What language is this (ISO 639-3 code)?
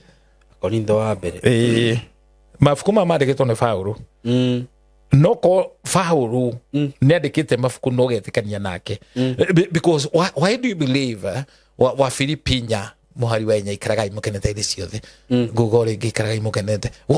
kik